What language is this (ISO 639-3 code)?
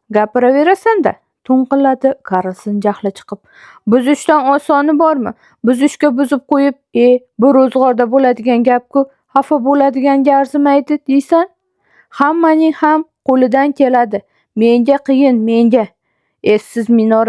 uzb